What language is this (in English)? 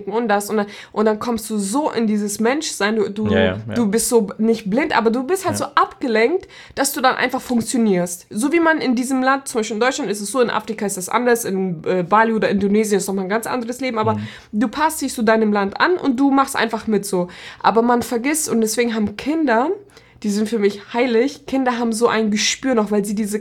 German